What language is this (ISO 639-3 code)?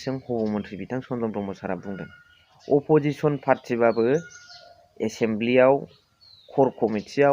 brx